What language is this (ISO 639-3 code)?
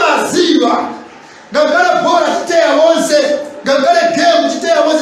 nya